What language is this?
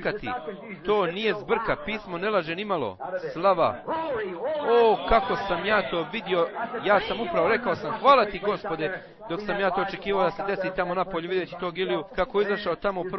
Bosnian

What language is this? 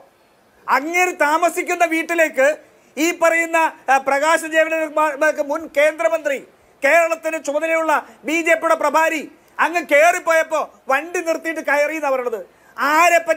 Malayalam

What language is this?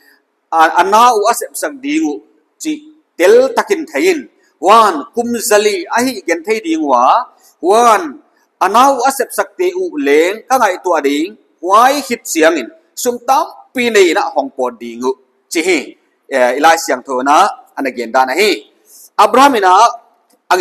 Paite Chin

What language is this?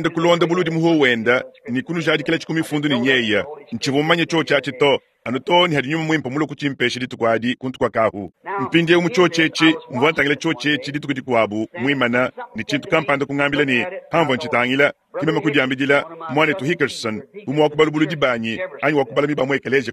Luba-Lulua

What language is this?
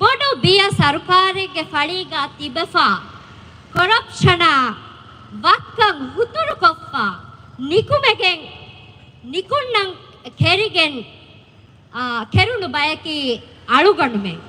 Divehi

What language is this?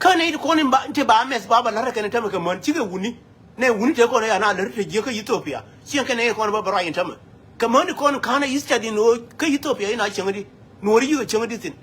Nuer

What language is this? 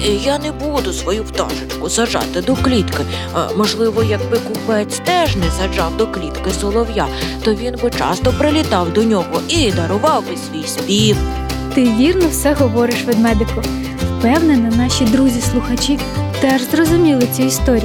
Ukrainian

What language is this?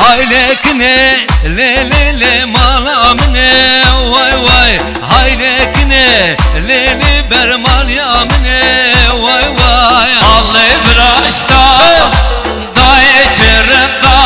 Zaza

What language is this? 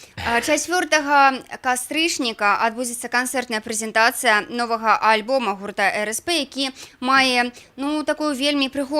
Belarusian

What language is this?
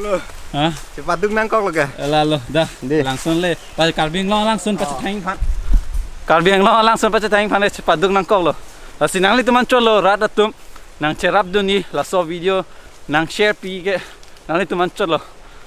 Karbi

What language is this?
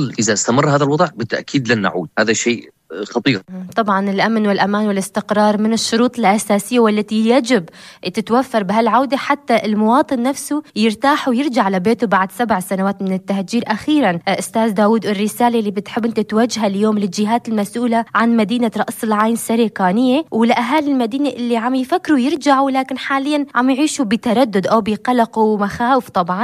North Levantine Arabic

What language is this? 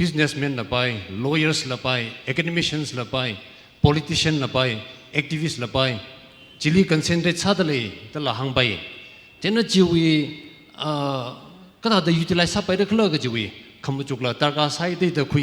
Tangkhul Naga (India)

